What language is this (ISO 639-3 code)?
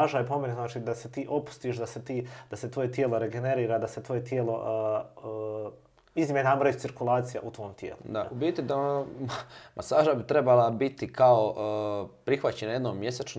hrv